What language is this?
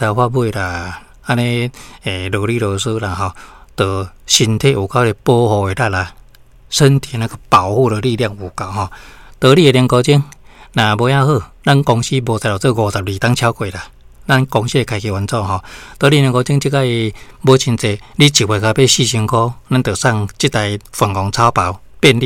Min Nan Chinese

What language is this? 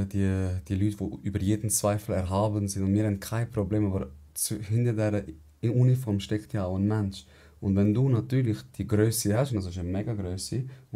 Swiss German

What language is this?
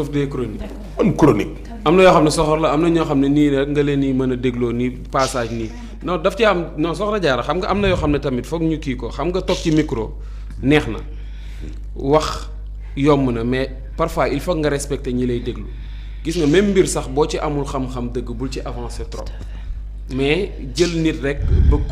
Wolof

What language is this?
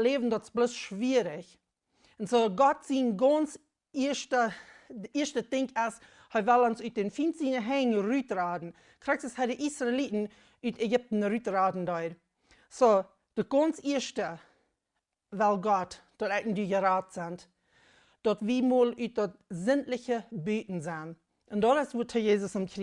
Plautdietsch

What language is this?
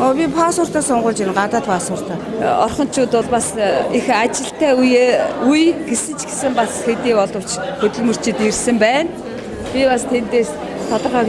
Mongolian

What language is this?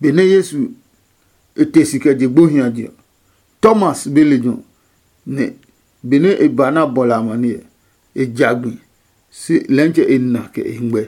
Adangme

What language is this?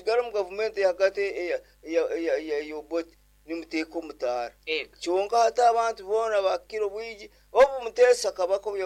Nyoro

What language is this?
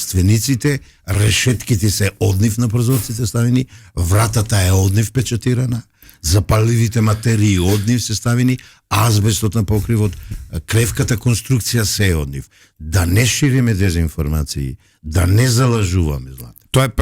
Macedonian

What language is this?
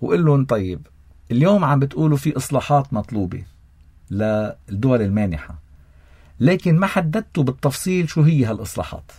North Levantine Arabic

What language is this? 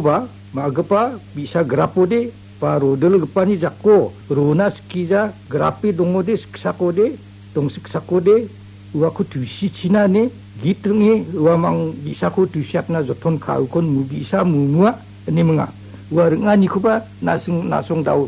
Garo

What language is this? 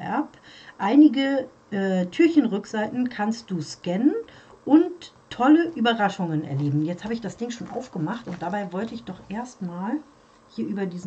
German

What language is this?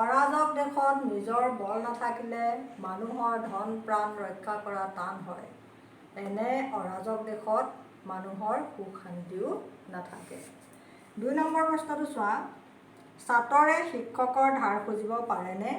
Assamese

